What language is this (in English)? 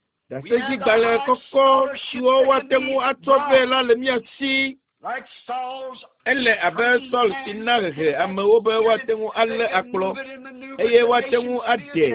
Ewe